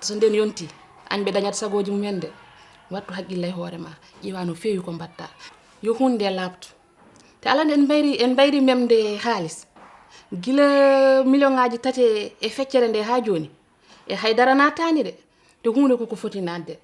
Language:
Fula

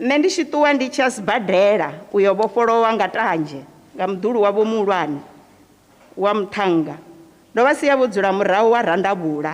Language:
Venda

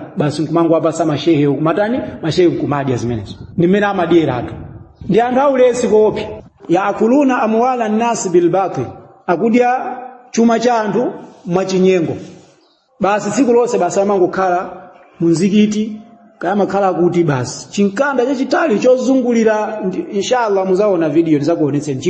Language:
Nyanja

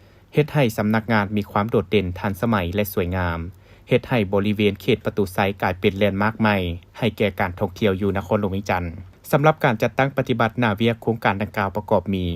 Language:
Lao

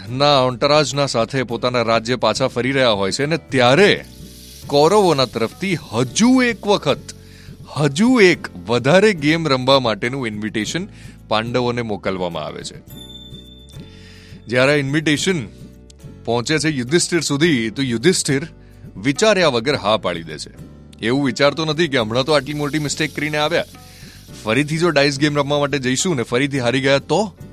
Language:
Gujarati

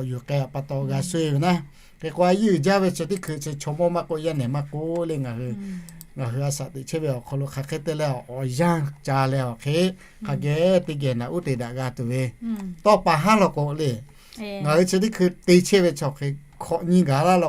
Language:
Lahu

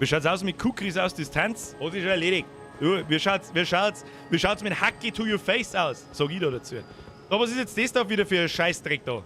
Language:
Bavarian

